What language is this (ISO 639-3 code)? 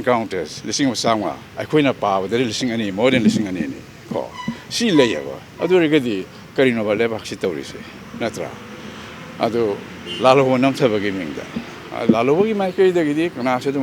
mni